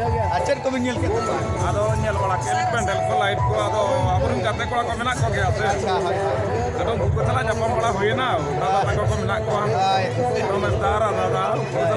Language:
Santali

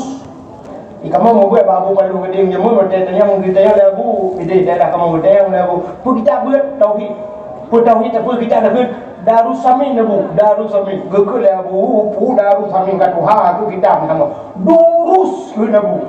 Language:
Achinese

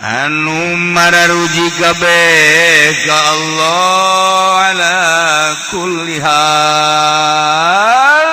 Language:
Sundanese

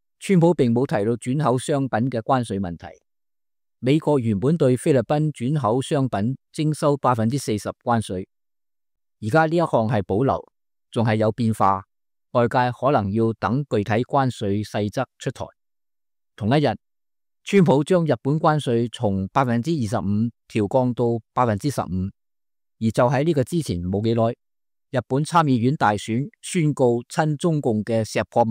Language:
Cantonese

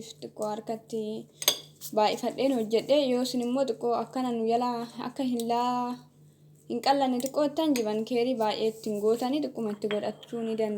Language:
Oromo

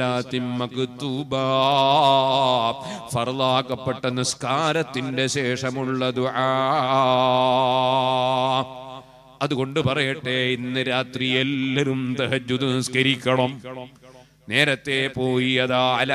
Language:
Malayalam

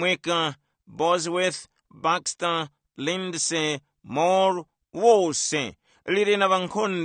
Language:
Tumbuka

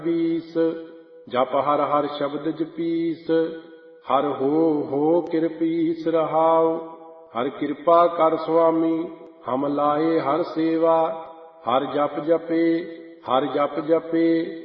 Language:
Punjabi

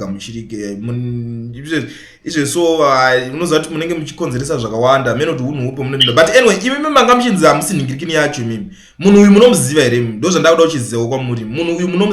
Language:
Shona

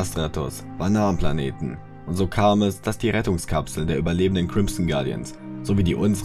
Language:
Swiss German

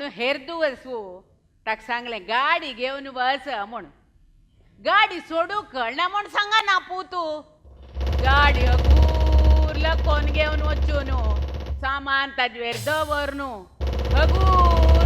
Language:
Konkani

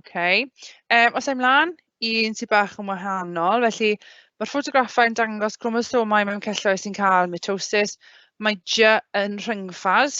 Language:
Welsh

